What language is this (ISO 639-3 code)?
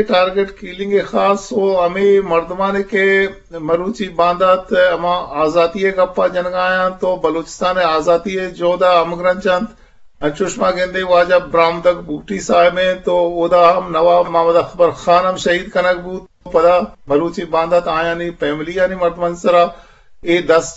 bgp